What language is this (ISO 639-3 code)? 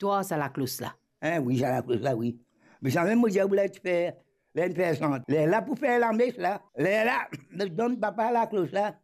mfe